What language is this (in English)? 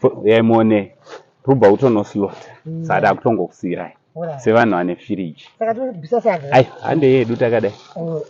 Shona